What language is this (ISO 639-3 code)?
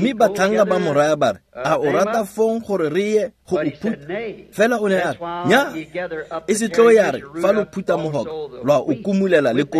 tsn